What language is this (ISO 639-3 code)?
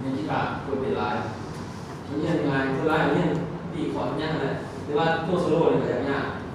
lao